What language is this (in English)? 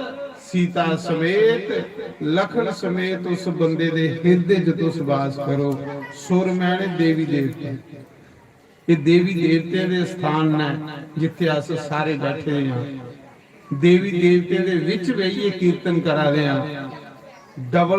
Dogri